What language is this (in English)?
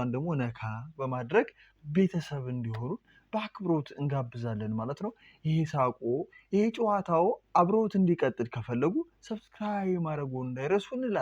Amharic